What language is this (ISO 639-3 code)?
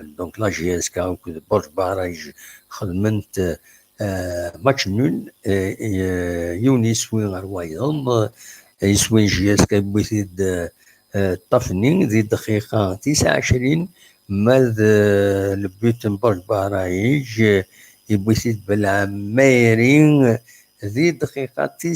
kab